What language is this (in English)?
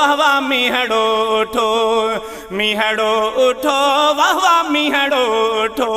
Sindhi